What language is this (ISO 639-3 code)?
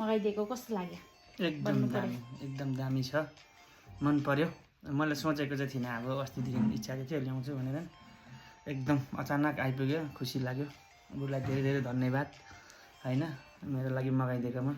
nep